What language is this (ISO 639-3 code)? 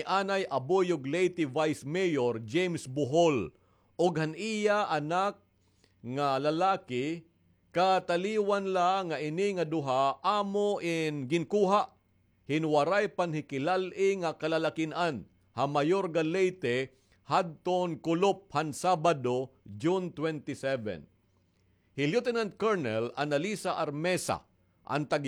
war